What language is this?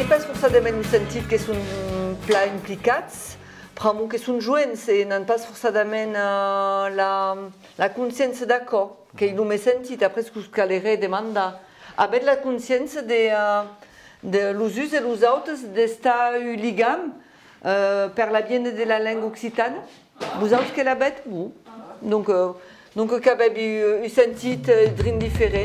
Occitan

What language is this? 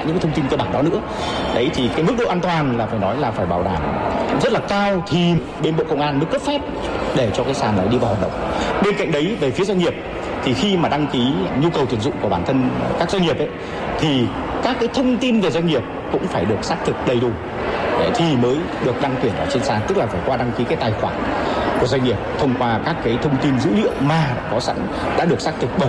Vietnamese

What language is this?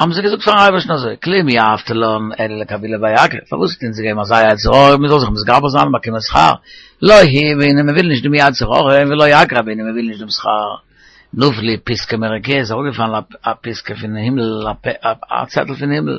Yiddish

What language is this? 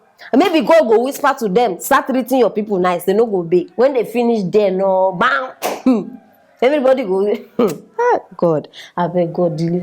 Nigerian Pidgin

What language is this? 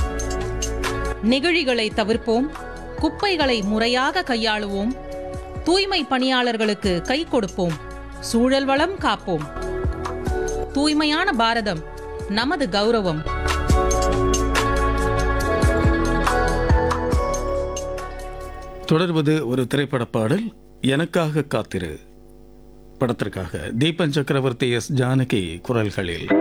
Tamil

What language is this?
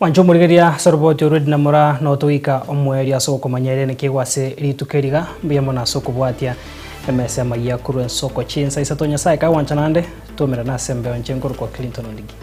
Gusii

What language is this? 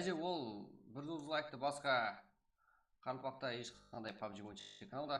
Kara-Kalpak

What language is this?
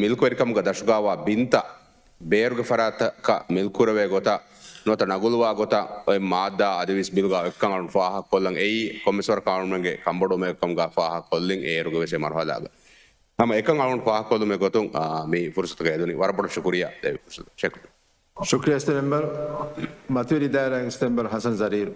Divehi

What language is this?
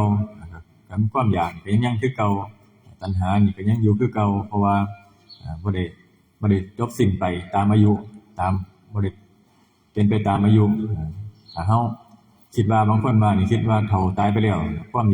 Northeastern Thai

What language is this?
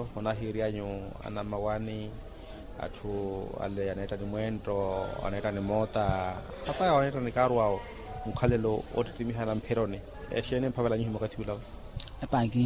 Makhuwa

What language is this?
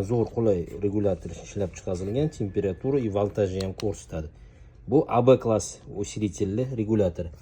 Uzbek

